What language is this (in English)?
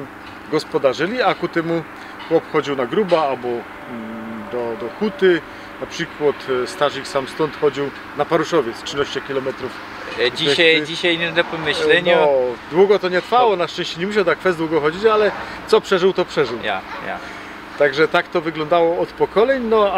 Silesian